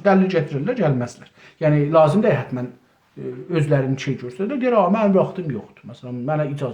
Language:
South Azerbaijani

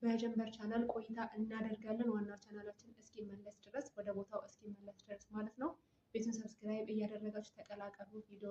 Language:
Amharic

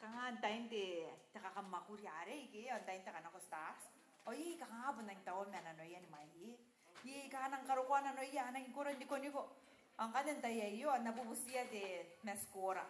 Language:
Gilbertese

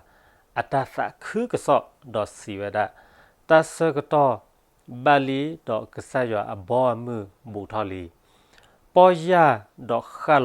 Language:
S'gaw Karen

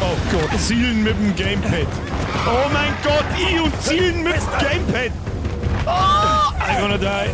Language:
Bavarian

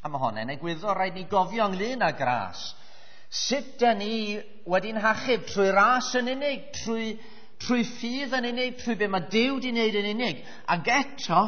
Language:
Welsh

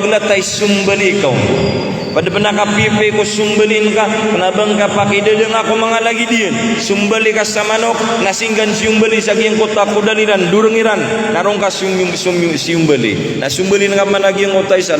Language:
Maranao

